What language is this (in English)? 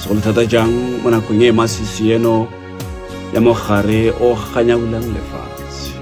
Tswana